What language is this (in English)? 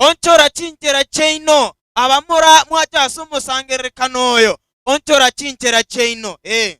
Gusii